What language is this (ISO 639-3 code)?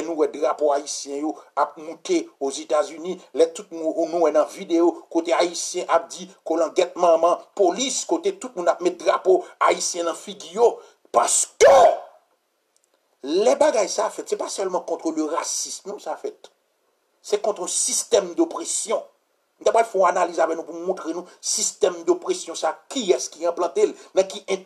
fra